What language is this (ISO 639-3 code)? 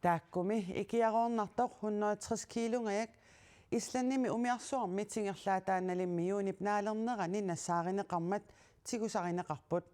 kal